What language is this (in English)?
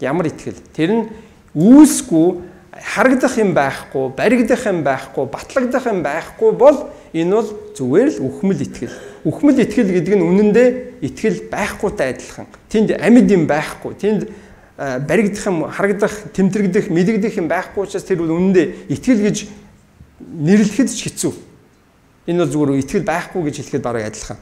Mongolian